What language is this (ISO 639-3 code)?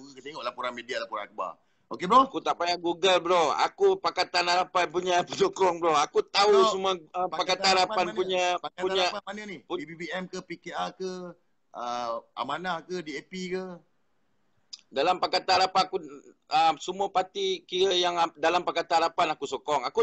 msa